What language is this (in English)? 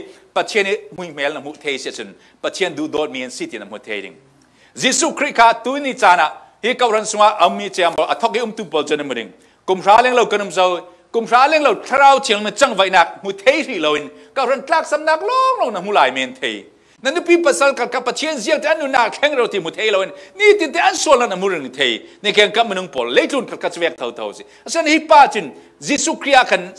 Falam Chin